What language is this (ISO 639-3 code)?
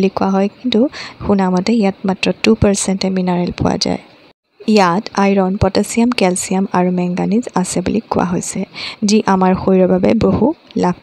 asm